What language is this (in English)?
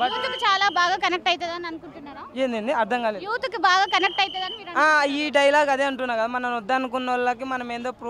Telugu